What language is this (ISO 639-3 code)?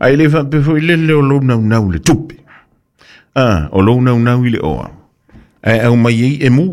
smo